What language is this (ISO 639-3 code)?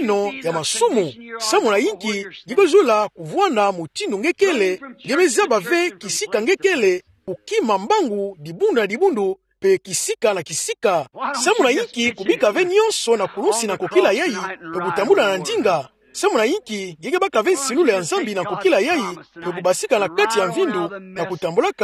ktu